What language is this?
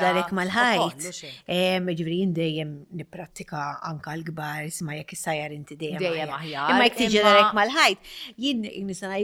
Maltese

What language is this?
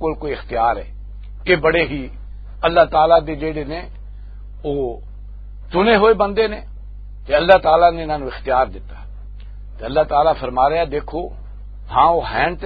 Western Panjabi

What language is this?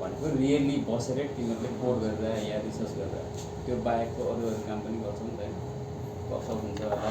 Nepali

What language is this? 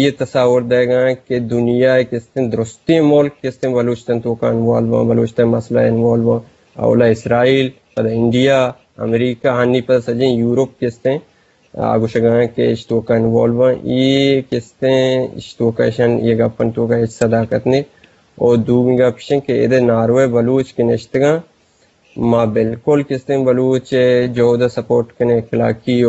Eastern Balochi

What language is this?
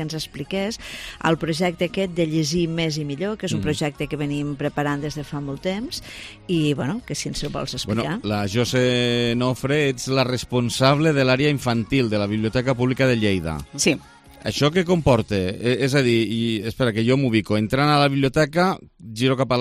Catalan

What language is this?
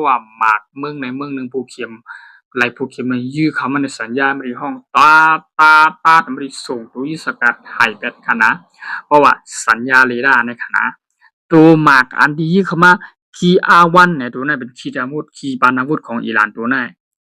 Shan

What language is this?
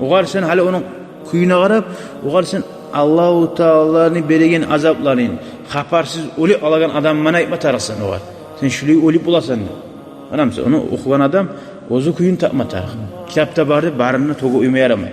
Kumyk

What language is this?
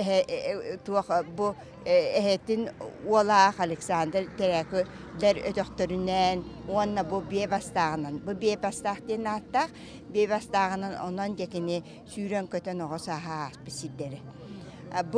Yakut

